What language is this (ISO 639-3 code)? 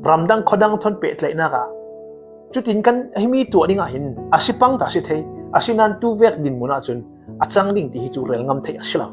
cfm